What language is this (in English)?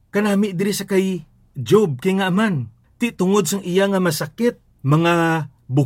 Hiligaynon